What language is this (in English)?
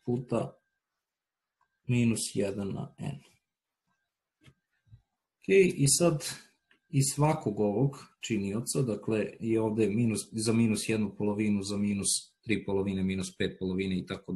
Serbian